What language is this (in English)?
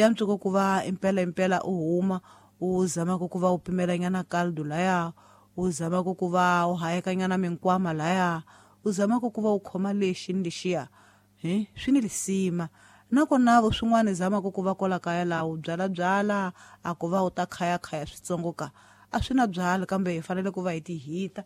Tsonga